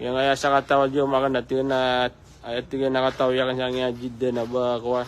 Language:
Maranao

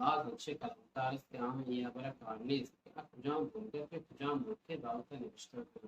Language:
Baluchi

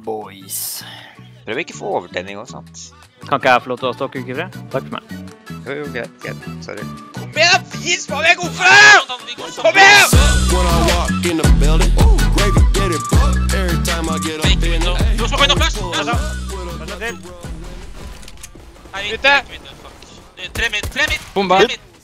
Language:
Norwegian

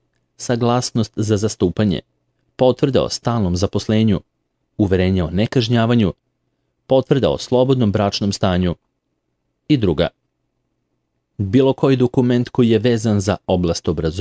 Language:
Serbian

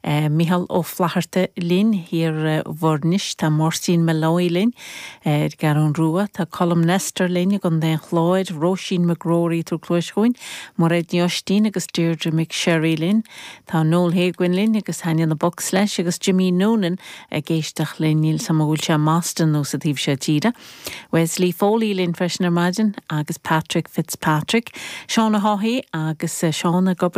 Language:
Irish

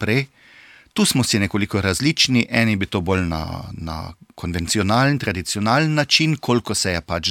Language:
Slovenian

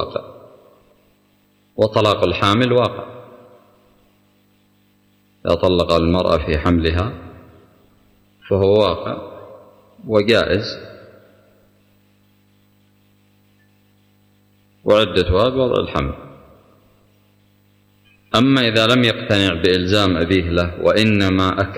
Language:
Arabic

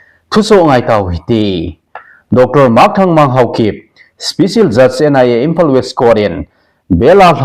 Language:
Thado Chin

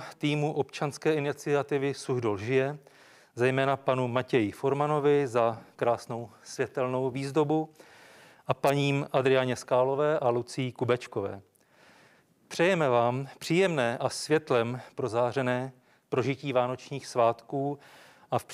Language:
Czech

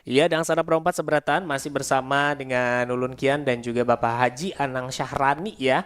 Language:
Banjar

